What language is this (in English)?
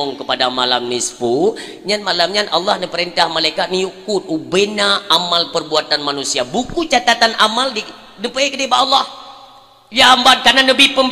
Achinese